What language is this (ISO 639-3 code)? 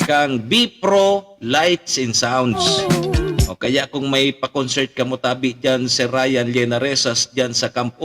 bik